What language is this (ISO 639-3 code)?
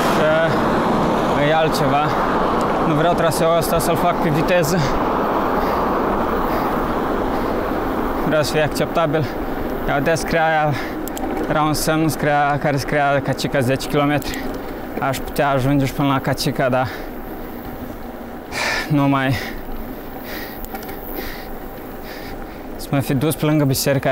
ron